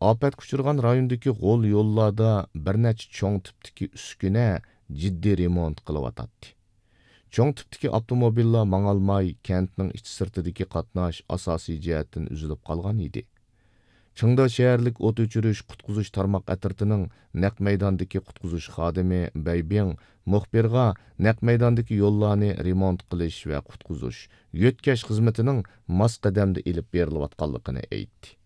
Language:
Uyghur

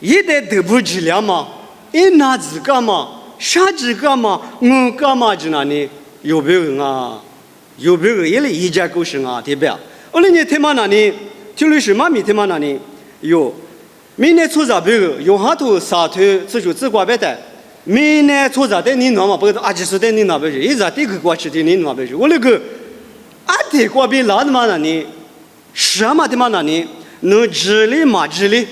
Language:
Lisu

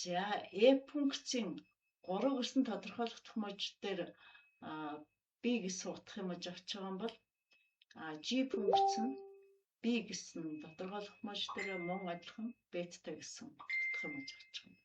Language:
Mongolian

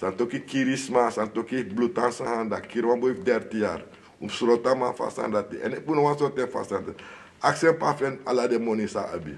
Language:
Sranan Tongo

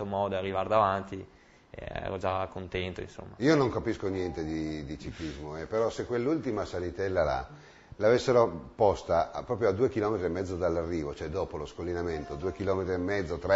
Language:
Italian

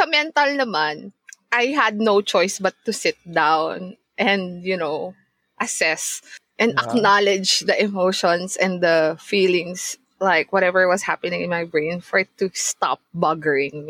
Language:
Filipino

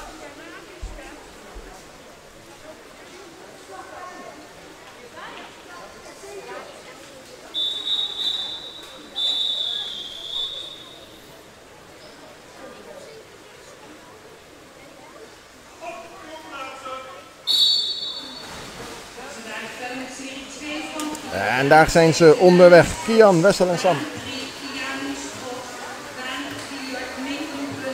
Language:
Dutch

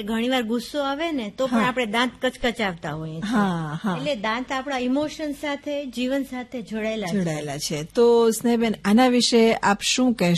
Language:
Gujarati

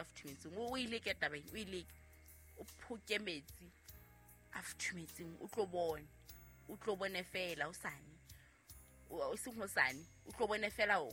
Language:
Southern Sotho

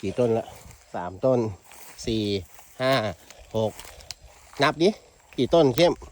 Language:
Lao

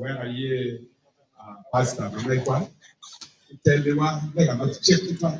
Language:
Acoli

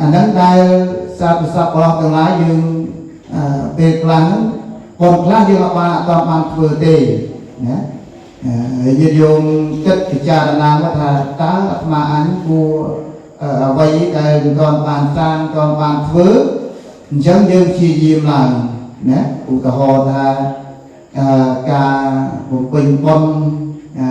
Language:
Khmer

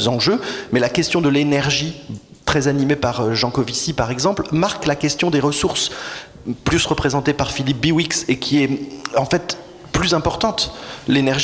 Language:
French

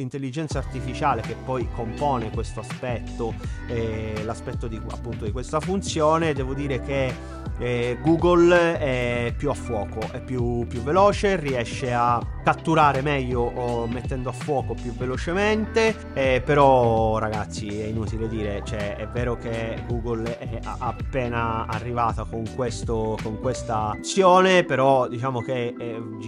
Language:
Italian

